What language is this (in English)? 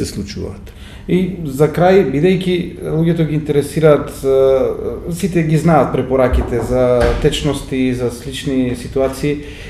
Macedonian